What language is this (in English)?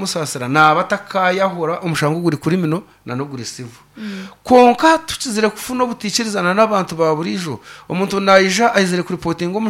Nyankole